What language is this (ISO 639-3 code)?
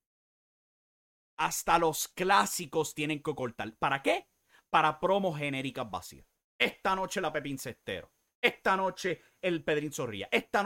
spa